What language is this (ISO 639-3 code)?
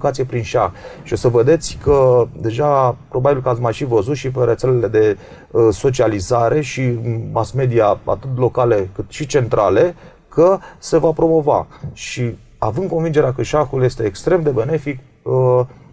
ron